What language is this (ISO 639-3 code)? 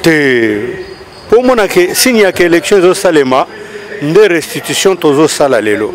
lin